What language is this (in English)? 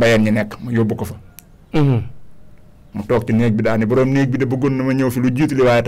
Wolof